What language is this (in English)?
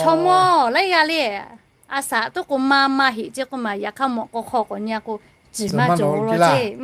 Lahu